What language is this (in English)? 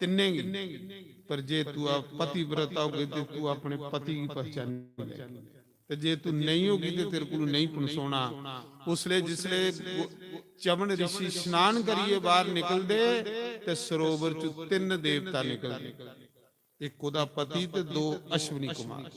Dogri